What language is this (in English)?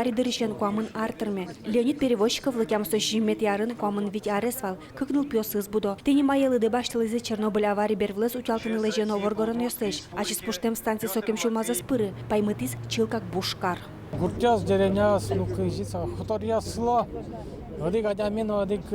Udmurt